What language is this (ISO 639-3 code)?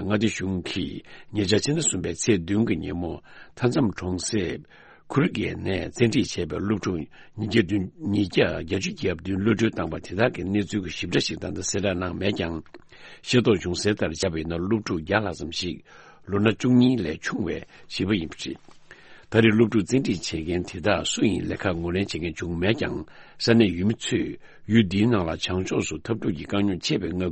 bod